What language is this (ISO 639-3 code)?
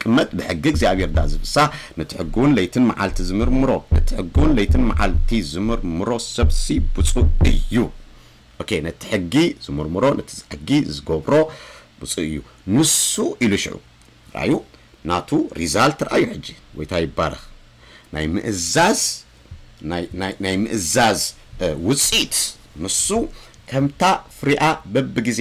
tir